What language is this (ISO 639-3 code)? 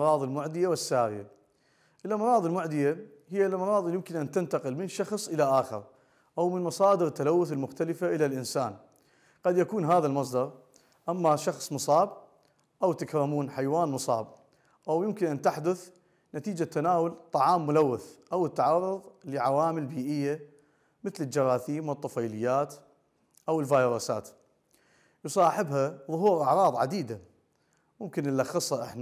ara